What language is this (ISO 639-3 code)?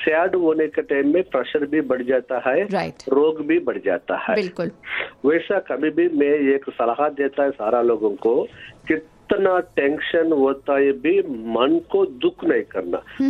hin